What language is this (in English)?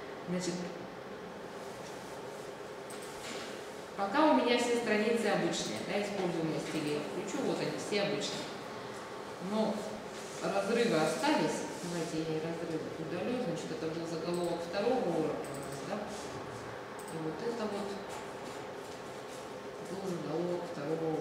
Russian